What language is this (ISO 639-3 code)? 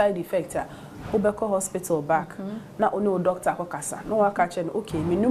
aka